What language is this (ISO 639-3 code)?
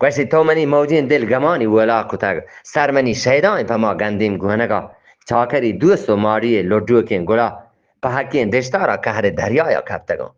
bgp